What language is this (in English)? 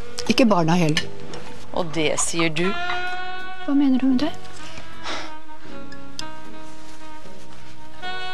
Norwegian